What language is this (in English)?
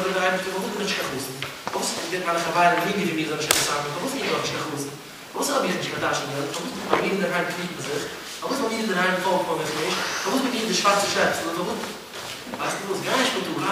Yiddish